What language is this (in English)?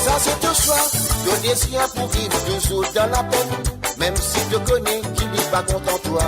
Morisyen